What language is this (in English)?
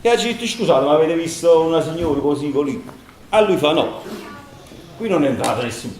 Neapolitan